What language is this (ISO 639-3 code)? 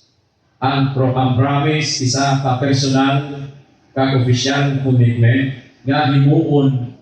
hil